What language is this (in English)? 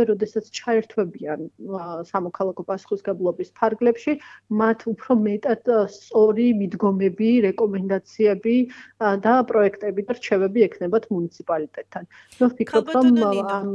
Georgian